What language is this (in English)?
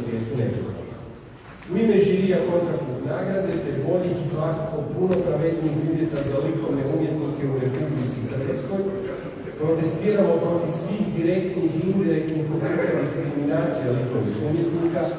Croatian